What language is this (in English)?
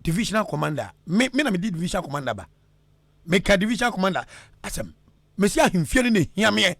Akan